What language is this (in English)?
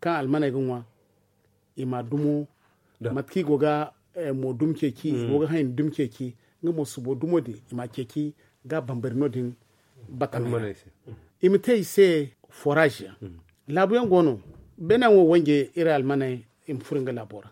Zarma